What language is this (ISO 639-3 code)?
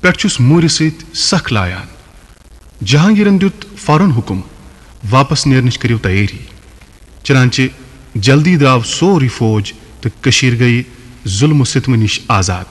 kas